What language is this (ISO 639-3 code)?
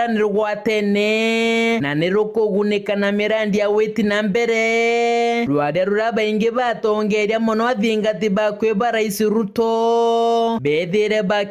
mer